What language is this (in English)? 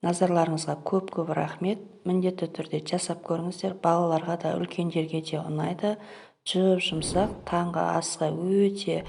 Kazakh